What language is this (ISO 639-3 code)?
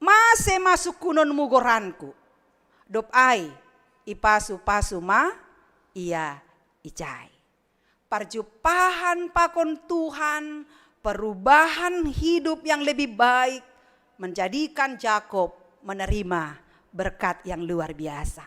bts